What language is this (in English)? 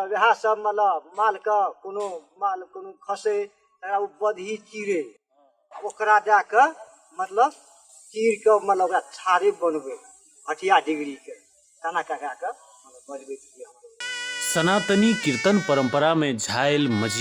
Maithili